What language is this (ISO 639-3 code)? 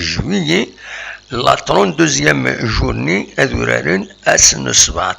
kab